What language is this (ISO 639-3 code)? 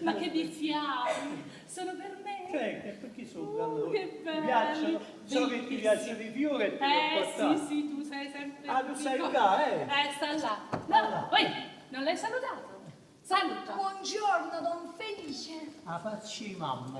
nap